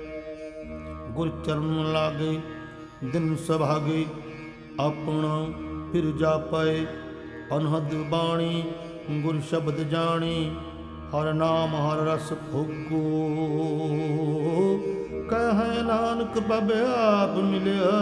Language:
Punjabi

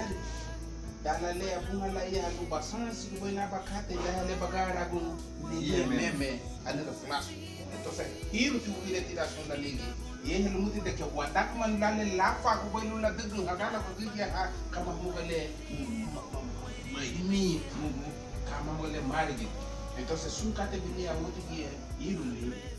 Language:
Garifuna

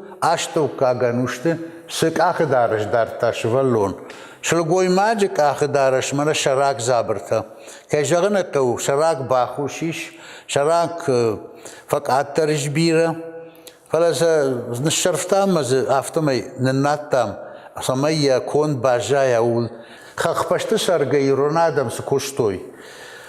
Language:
Ossetic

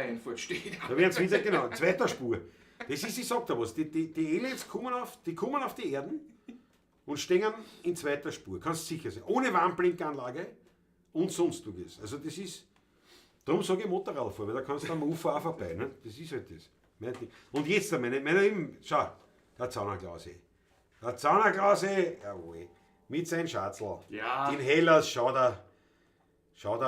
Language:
Bavarian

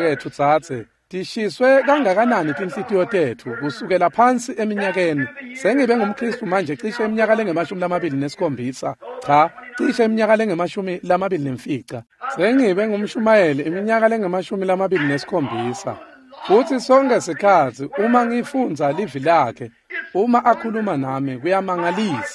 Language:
Swati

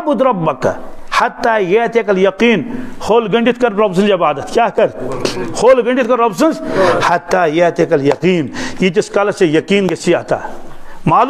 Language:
Kashmiri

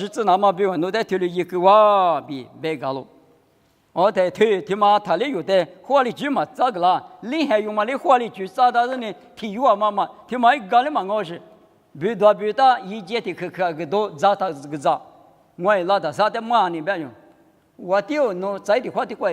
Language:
Lisu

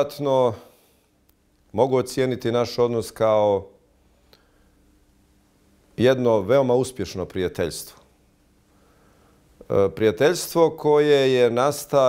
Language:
Bosnian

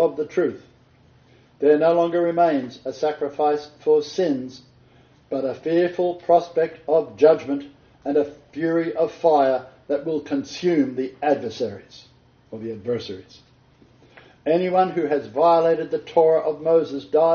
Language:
English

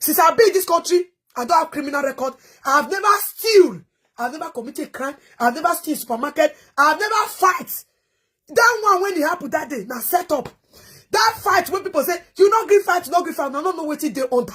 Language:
Nigerian Pidgin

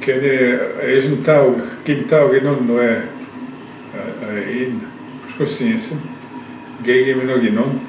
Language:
Northwestern Ojibwa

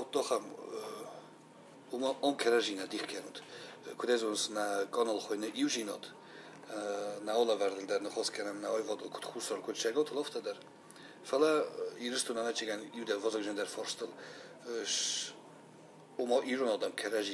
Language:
Ossetic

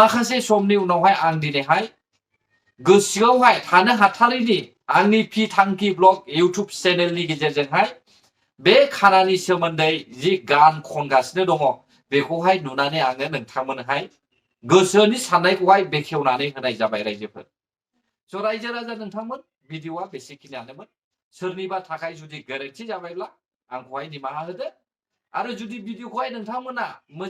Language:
Bodo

